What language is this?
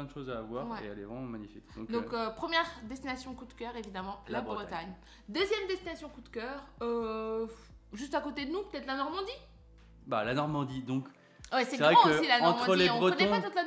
French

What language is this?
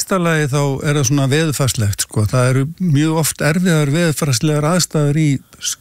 Icelandic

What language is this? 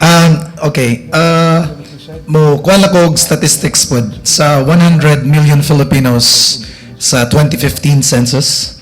Cebuano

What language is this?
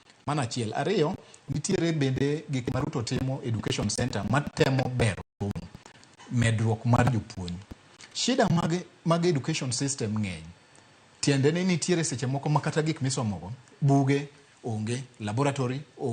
Luo (Kenya and Tanzania)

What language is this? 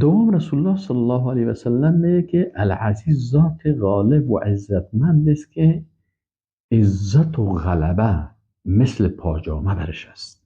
Persian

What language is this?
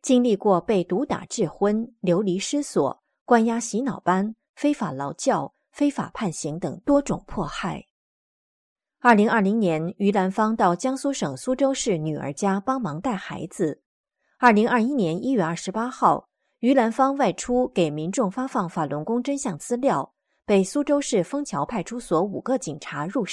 Chinese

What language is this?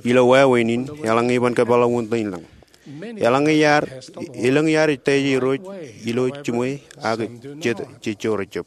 Marshallese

